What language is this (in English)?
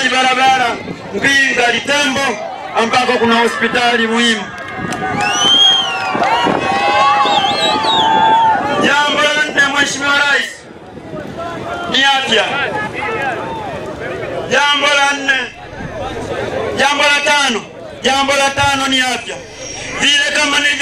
Swahili